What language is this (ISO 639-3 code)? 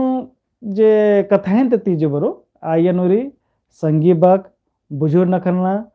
kru